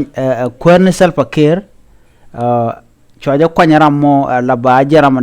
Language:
Nuer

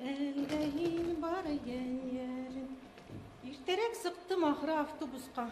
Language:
Bashkir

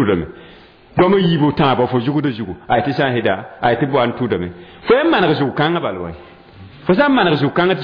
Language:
Mossi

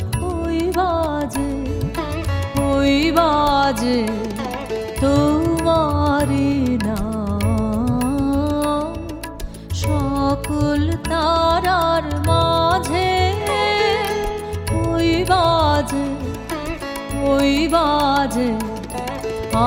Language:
Bangla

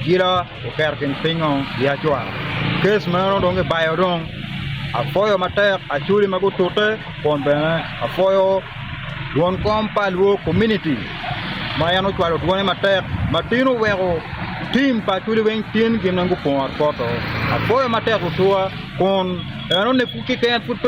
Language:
Acoli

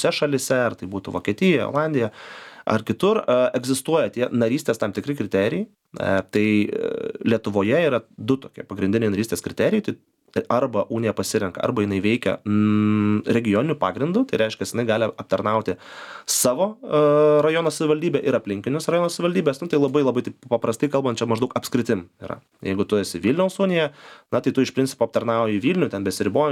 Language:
Lithuanian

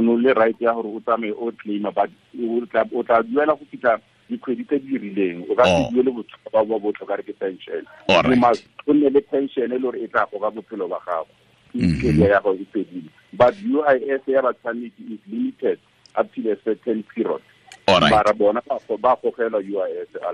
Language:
Tswana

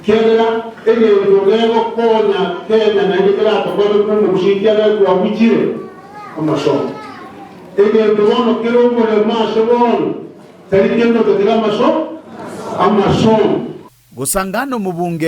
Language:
Gusii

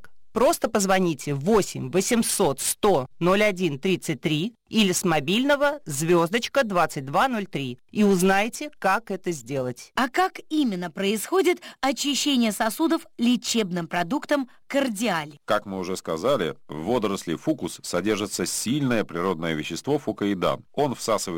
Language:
Russian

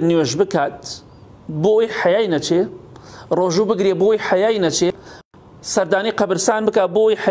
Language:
Central Kurdish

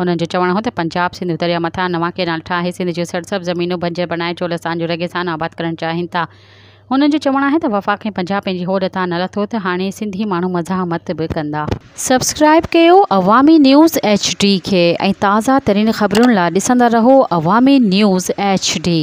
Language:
Sindhi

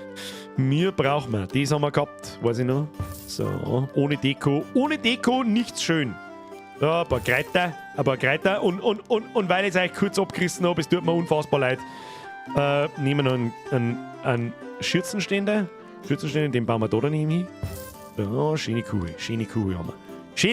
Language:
Bavarian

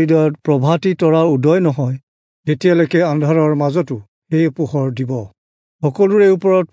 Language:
Assamese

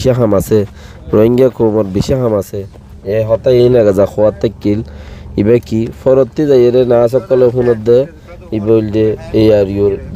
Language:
Rohingya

